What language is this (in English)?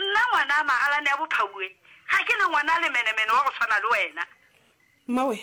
Northern Sotho